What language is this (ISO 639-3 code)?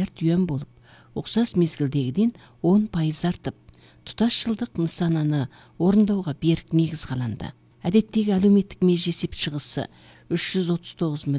kaz